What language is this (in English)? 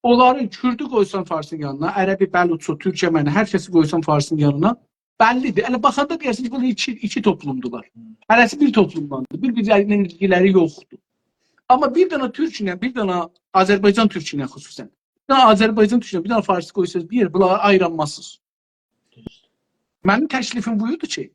South Azerbaijani